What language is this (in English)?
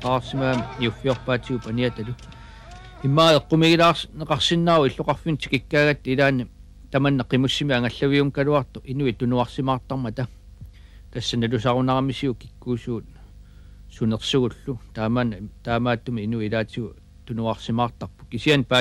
Kalaallisut